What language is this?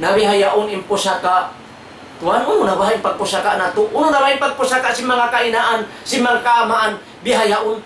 Tausug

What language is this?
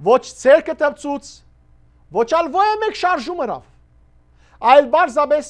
Western Armenian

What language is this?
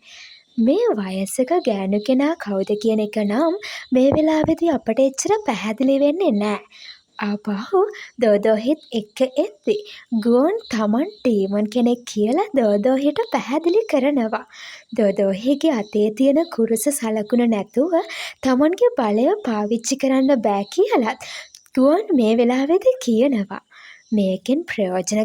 Sinhala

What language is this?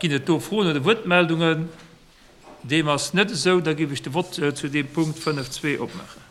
Luxembourgish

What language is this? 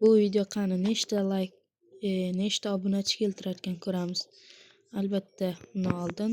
Uzbek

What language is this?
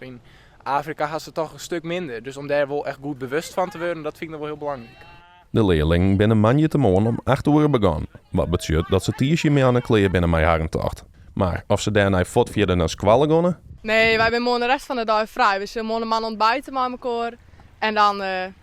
Western Frisian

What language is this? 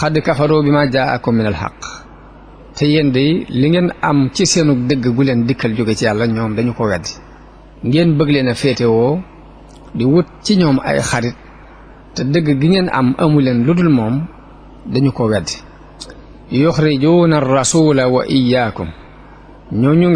Wolof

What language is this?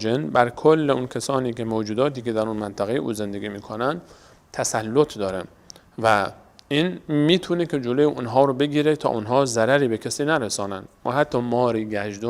Persian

